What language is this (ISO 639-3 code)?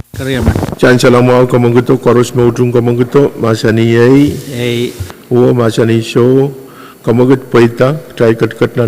pon